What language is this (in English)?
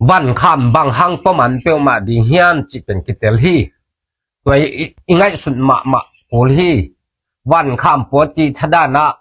Tedim Chin